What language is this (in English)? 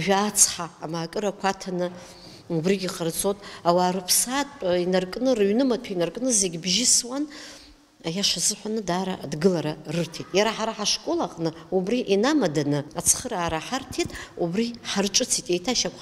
Abkhazian